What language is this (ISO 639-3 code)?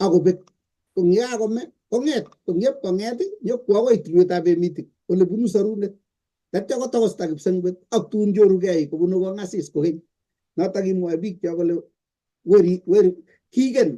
kln